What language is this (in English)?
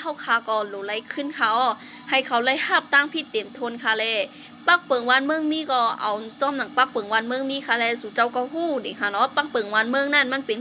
Shan